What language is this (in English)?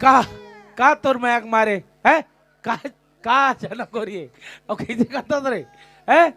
Chhattisgarhi